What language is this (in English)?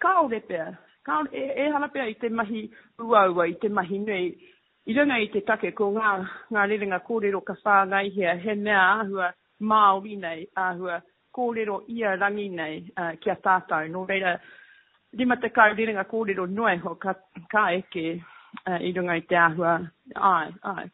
Māori